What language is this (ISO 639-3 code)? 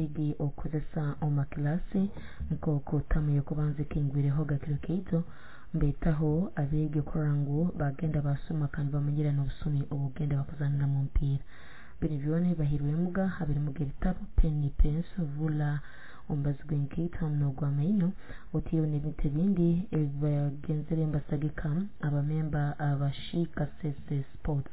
nyo